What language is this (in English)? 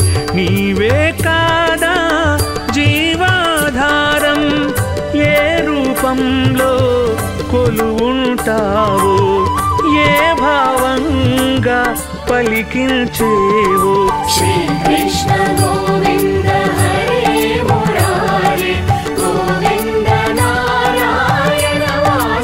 Telugu